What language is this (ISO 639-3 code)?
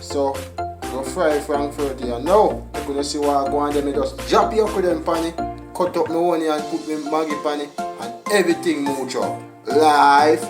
jam